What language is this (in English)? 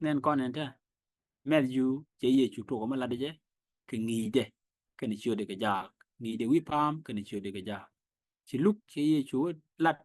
Nuer